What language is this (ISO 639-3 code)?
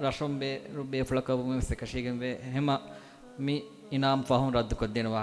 div